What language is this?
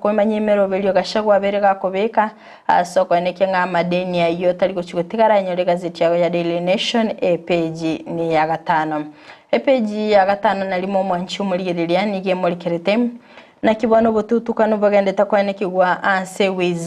Gusii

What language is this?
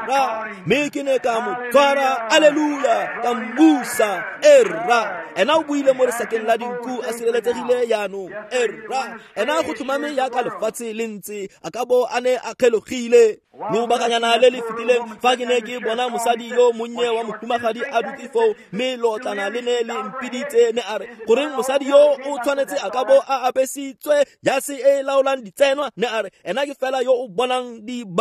Tswana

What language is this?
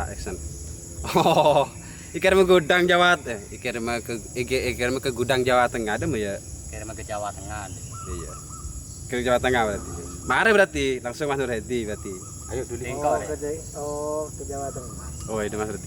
Madurese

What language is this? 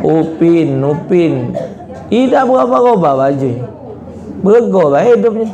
Musi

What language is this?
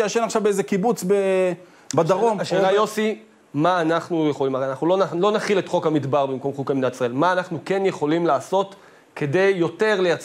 Hebrew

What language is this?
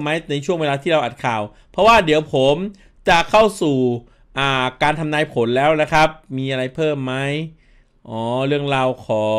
Thai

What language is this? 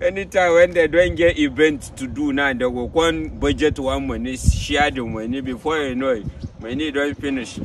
Nigerian Pidgin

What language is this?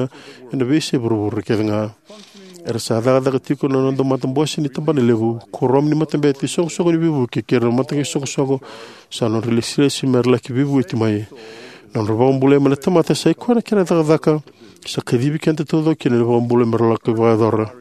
Fijian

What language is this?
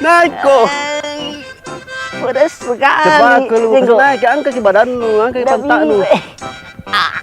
Makassar Malay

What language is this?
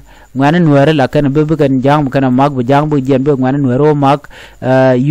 Nuer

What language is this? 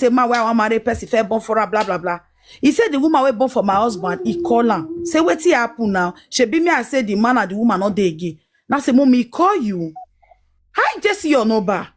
Nigerian Pidgin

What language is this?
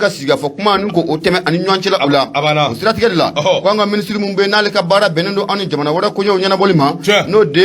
Bambara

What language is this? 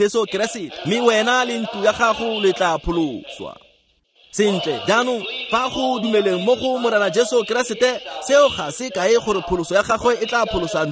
Tswana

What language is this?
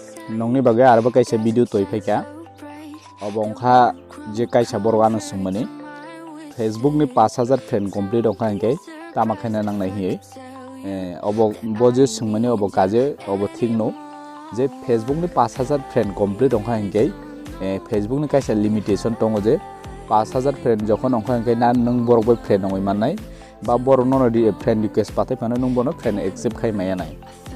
Kok Borok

